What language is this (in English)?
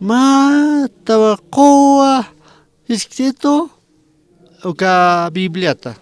Aymara